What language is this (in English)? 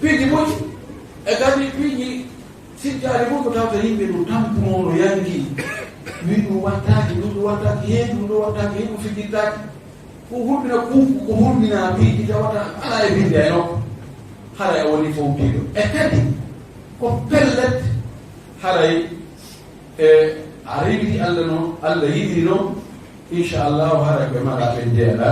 Fula